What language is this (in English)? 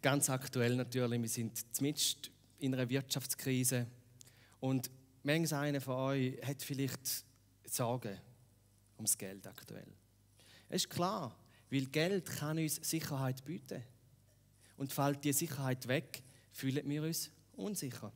Swiss German